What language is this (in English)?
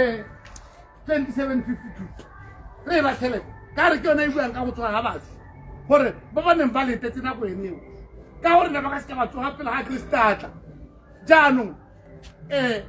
Tswana